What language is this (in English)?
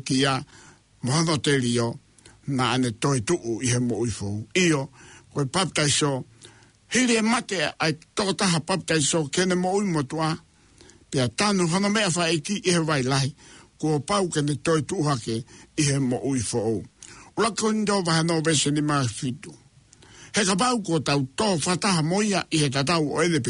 Tongan